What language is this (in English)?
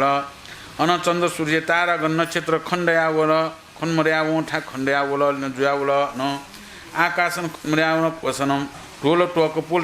Newari